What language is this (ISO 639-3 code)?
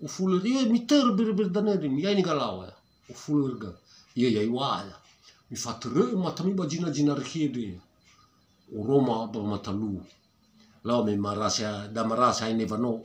nia